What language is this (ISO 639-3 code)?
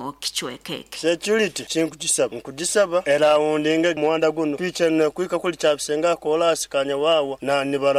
nyn